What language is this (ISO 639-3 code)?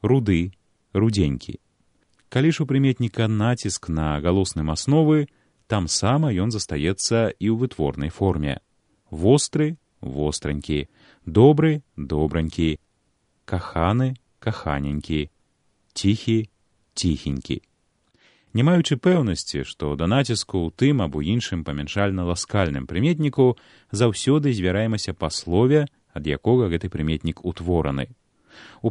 bel